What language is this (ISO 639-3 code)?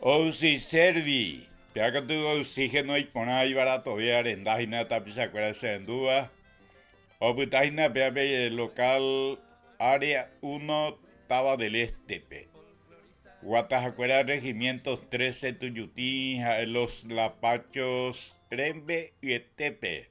grn